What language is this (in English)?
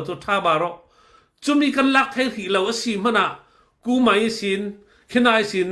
Falam Chin